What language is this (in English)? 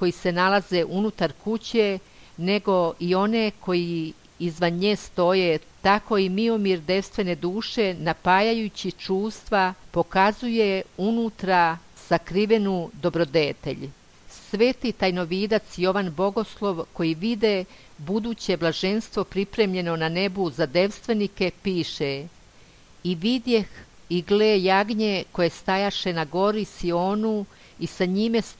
Serbian